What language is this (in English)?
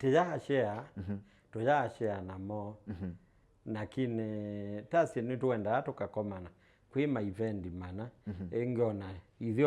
Kamba